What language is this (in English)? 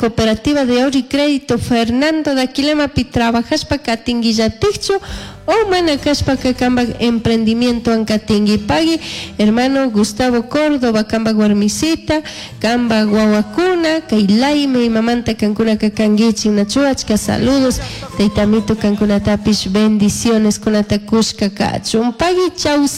Chimborazo Highland Quichua